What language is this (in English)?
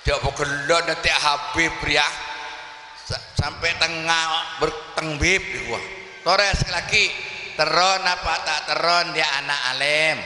Madurese